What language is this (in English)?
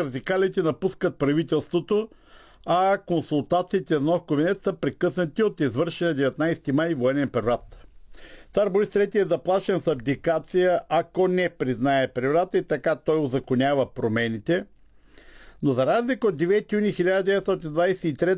Bulgarian